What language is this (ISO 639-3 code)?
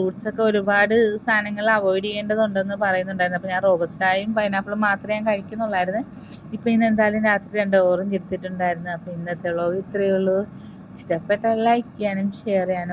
mal